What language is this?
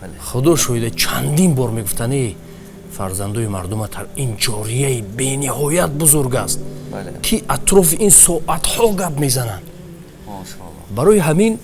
Tajik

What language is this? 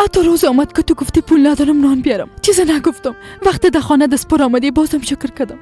Persian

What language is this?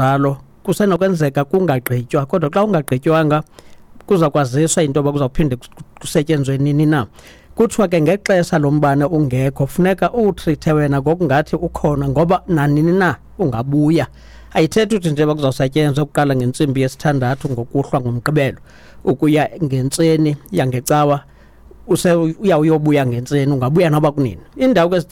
Xhosa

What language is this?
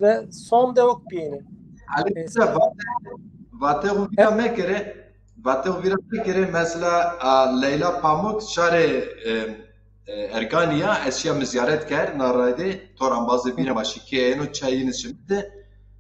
Zaza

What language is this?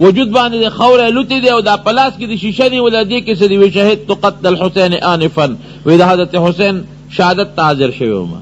Pashto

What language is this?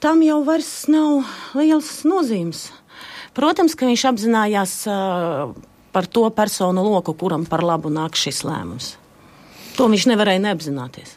Latvian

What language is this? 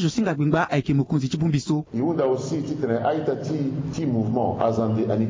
Sango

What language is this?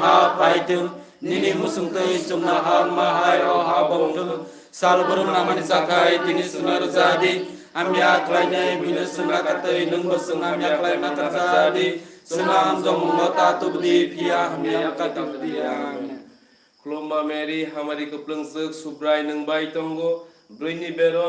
Kok Borok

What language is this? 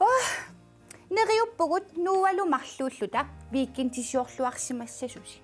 Kalaallisut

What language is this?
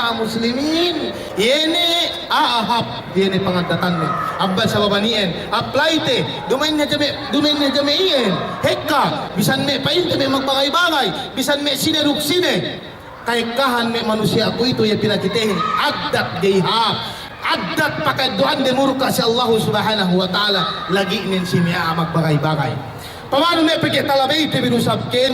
Yakan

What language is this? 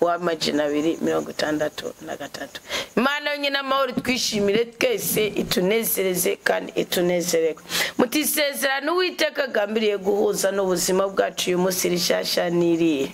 Rundi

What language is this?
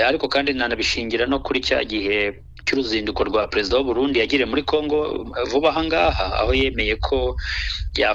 Kinyarwanda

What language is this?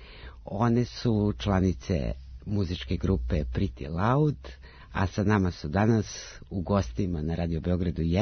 Serbian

